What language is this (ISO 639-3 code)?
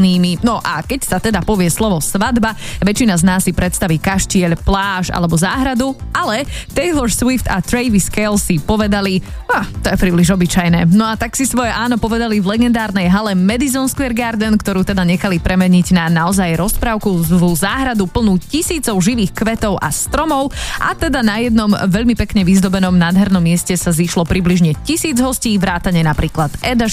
slk